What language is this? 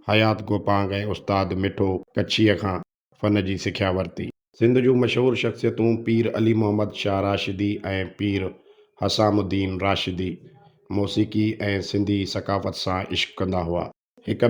Sindhi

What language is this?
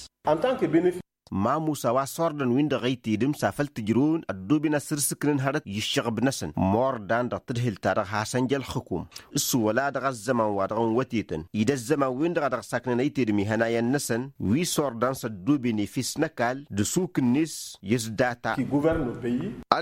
Tamasheq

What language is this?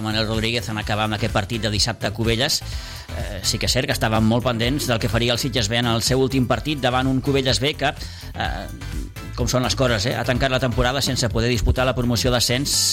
Catalan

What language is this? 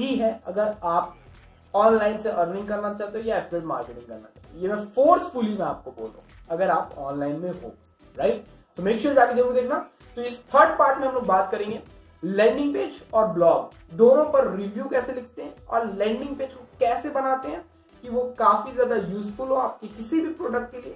Hindi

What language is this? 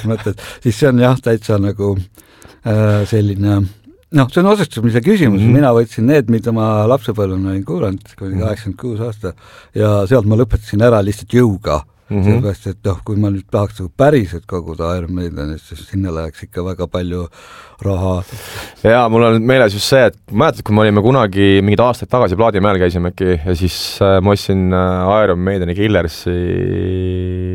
Estonian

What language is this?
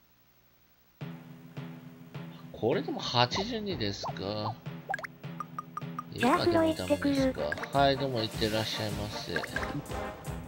Japanese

